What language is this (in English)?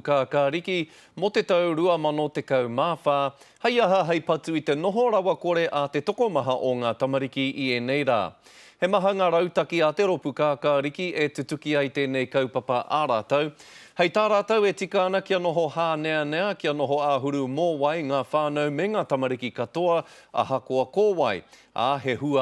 Māori